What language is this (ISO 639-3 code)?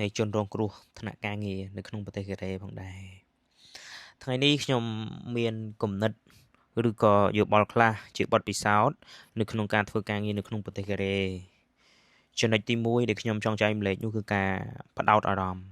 khm